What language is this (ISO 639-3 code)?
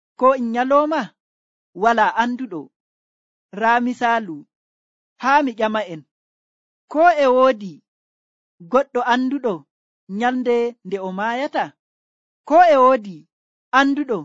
fuv